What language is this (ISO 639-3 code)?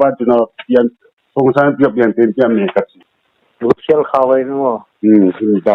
ctd